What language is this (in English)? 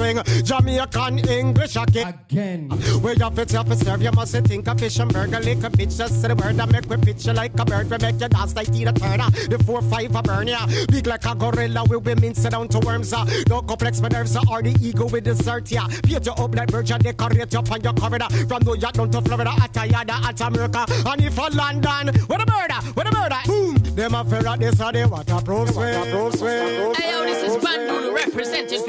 Jamaican Creole English